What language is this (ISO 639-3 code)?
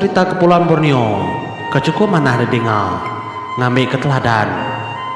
iba